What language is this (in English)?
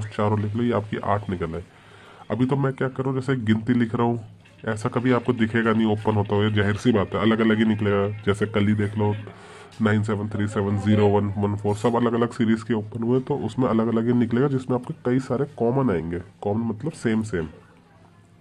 Hindi